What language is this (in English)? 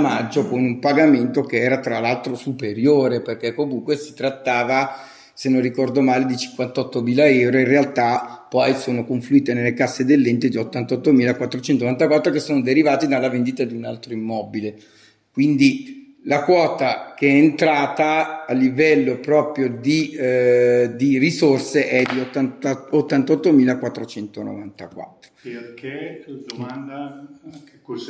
Italian